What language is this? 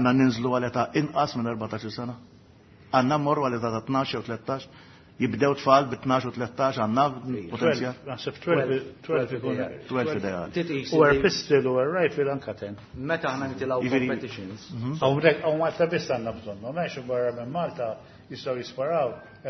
Maltese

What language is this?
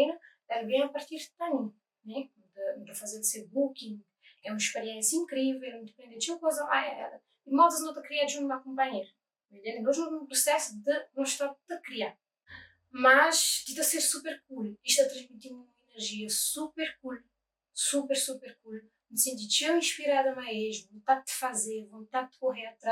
Kabuverdianu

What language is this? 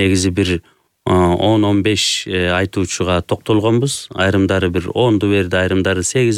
Kyrgyz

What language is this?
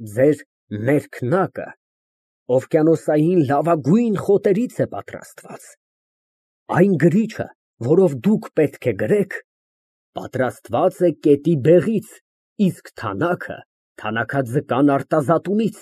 Armenian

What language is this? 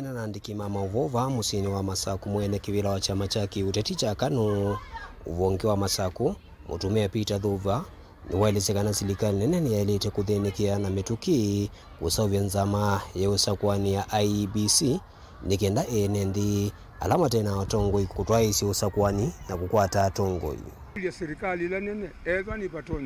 Kamba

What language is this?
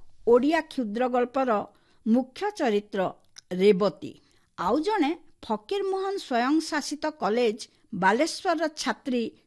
Odia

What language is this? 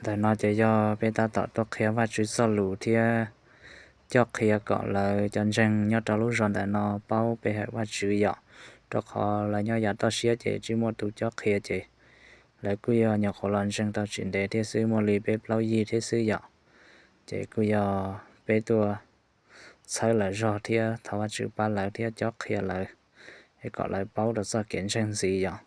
Hmong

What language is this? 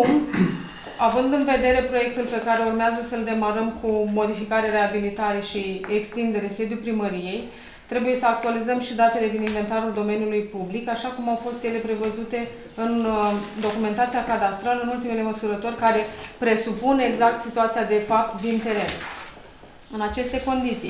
Romanian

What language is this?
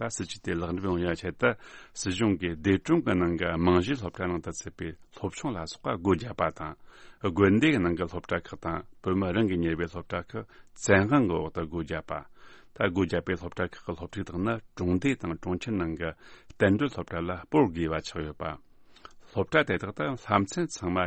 Tibetan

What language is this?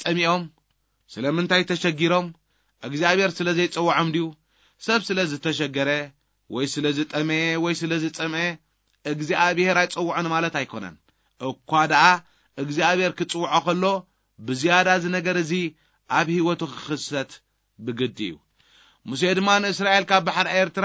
Tigrinya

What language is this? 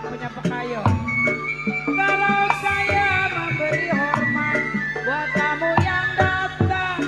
Betawi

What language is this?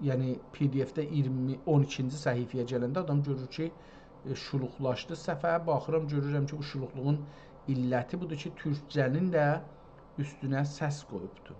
South Azerbaijani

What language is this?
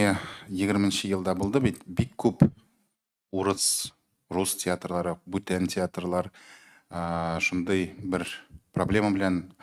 Tatar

